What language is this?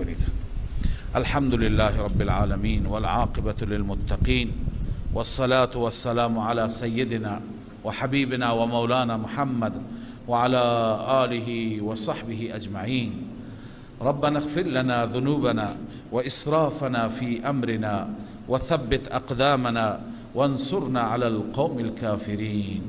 Persian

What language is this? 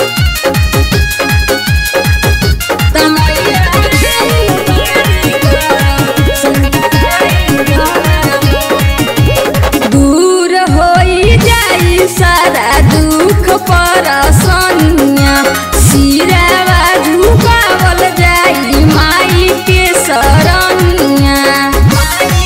Bhojpuri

